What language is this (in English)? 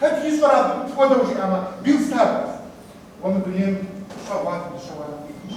Kabardian